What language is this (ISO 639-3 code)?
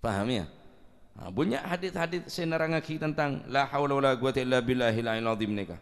mad